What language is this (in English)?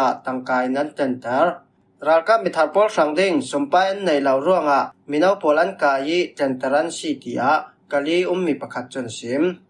Falam Chin